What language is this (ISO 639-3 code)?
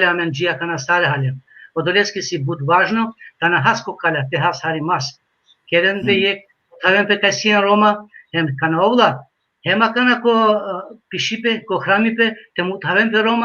rmn